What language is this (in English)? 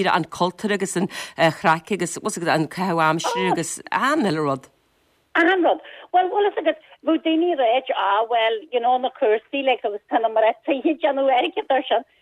Irish